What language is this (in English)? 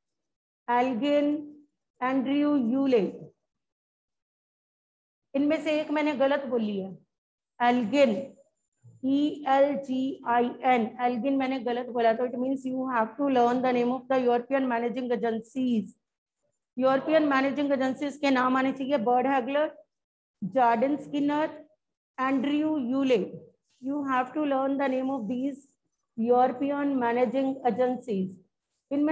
Hindi